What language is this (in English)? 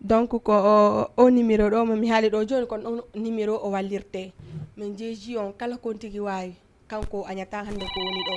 Fula